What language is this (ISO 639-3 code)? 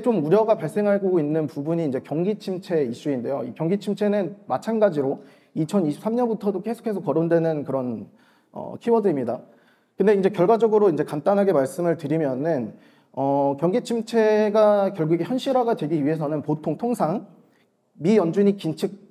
kor